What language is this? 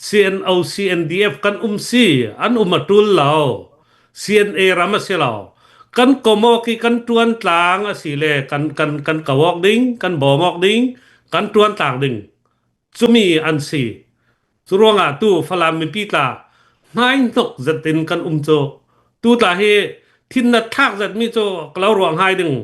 Hakha Chin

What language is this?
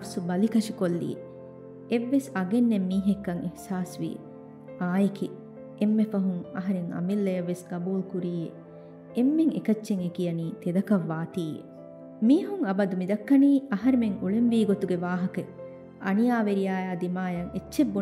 Divehi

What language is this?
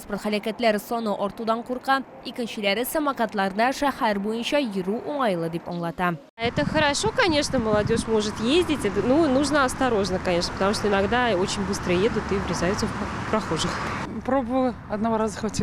Tatar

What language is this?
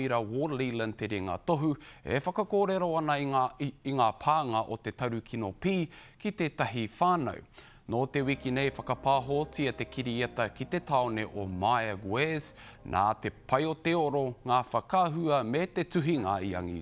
Māori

